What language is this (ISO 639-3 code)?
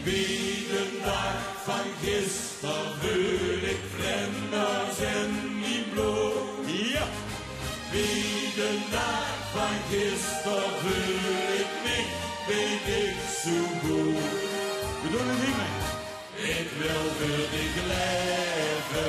lim